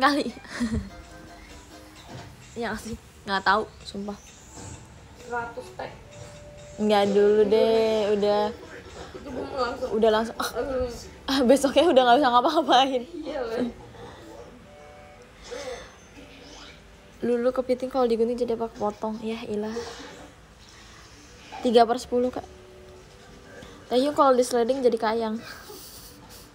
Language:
Indonesian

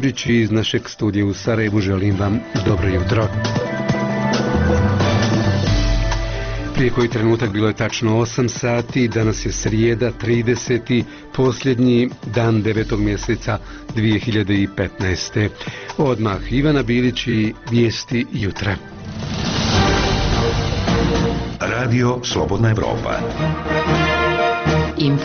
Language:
Bosnian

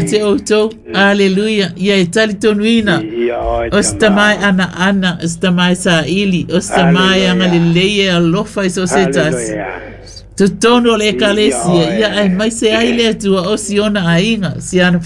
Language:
Samoan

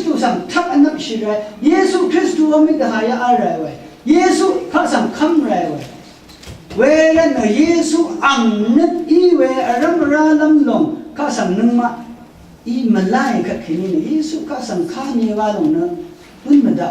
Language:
Rawang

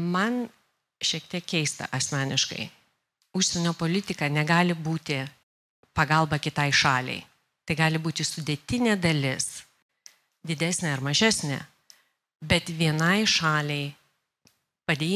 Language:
Lithuanian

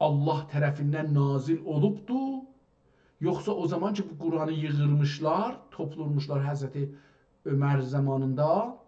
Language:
South Azerbaijani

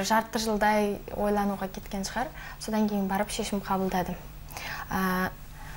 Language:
Kazakh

